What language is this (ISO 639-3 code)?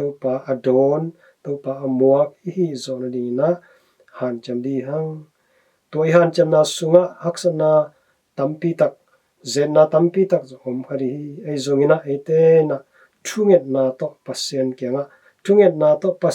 ctd